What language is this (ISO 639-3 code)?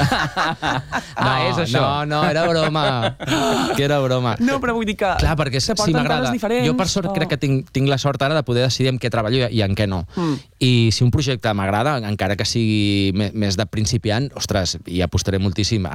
cat